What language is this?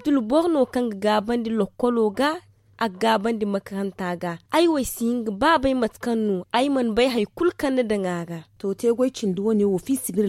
Zarma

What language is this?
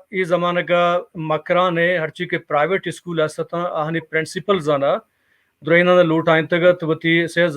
Baluchi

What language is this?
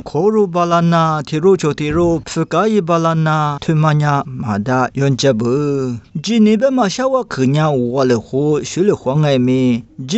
Lisu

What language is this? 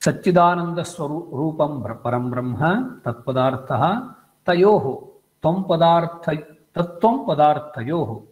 Sanskrit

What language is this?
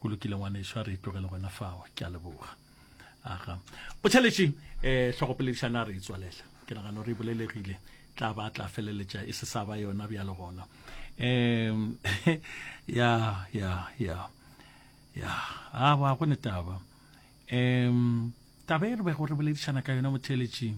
Northern Sotho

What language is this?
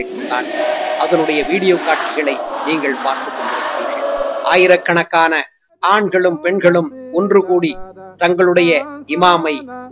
Tamil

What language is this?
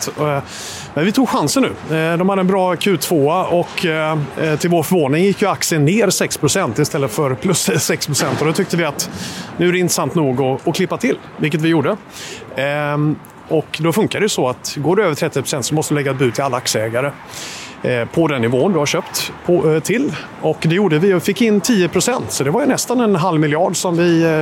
Swedish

